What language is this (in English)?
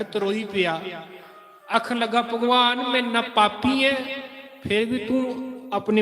Dogri